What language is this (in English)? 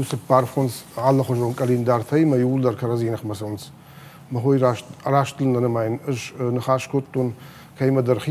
Ossetic